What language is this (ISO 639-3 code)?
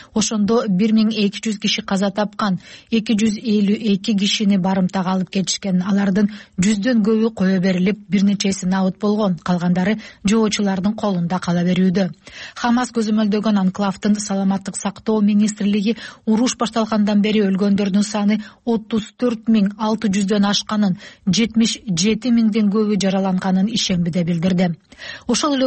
kir